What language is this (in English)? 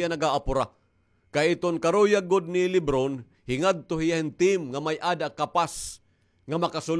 Waray